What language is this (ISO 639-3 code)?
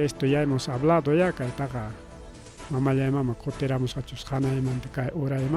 quy